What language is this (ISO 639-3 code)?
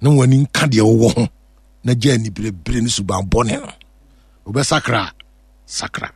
aka